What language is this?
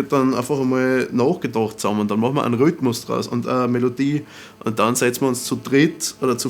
Bavarian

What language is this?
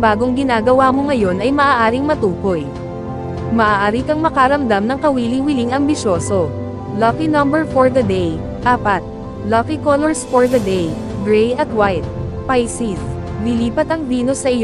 Filipino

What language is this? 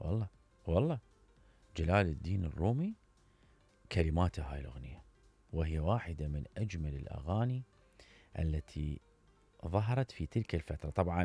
Mesopotamian Arabic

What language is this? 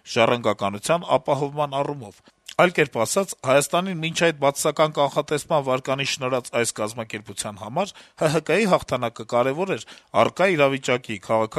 Armenian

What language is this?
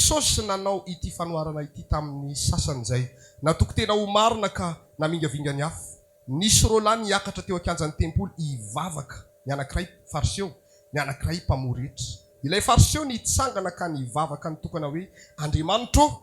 Malagasy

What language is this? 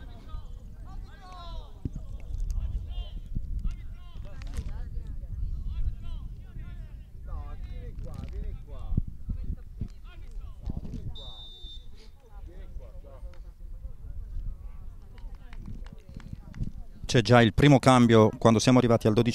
Italian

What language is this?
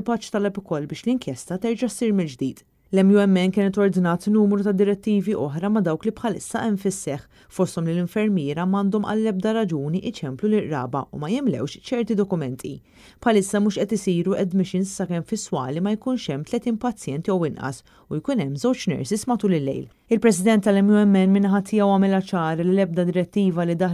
Maltese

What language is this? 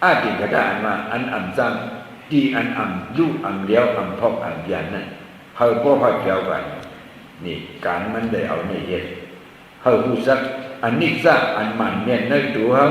Shan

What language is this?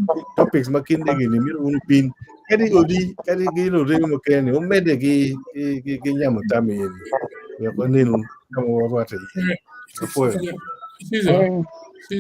Acoli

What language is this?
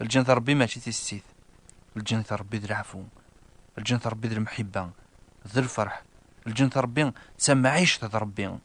Kabyle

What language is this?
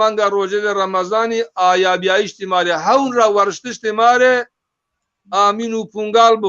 Zaza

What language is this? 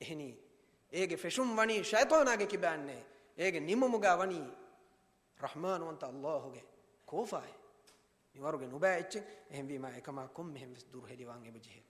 Divehi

